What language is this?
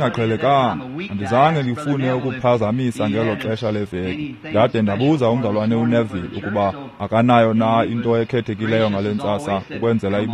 Xhosa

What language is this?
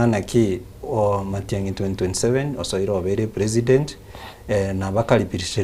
Gusii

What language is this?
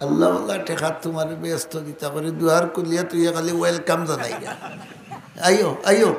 Sylheti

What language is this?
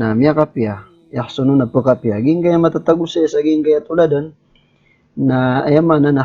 Maranao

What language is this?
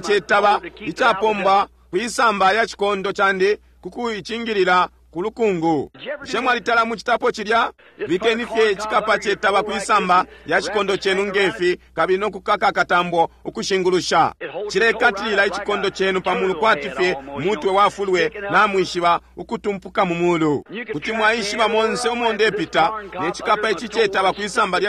Bemba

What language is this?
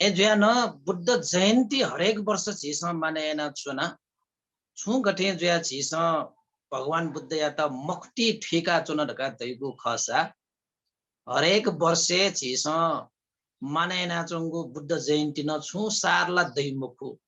Newari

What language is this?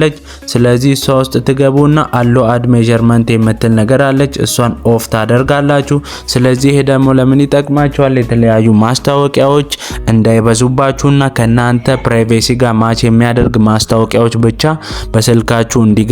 Amharic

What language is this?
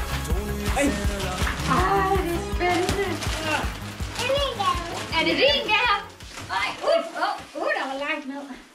Danish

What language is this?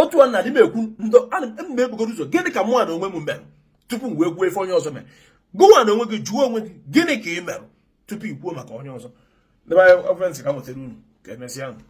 Igbo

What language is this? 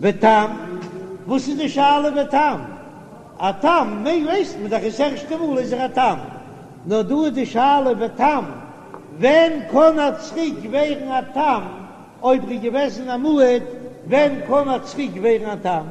Yiddish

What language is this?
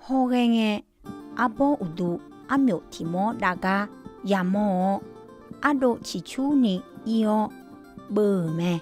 Akha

